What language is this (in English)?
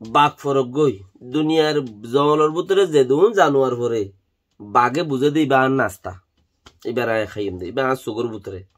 Rohingya